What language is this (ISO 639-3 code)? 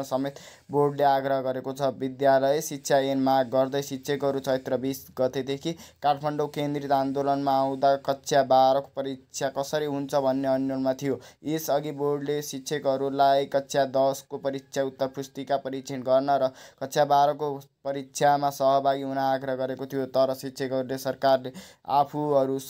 nep